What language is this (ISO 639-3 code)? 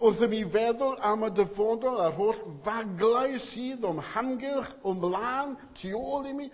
cym